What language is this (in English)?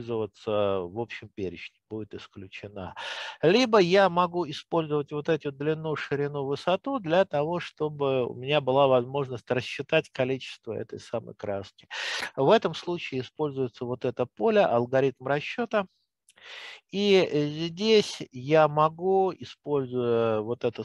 Russian